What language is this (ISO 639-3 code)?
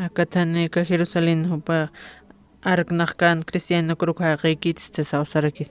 aym